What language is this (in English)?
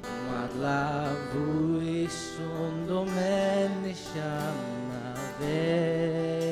Faroese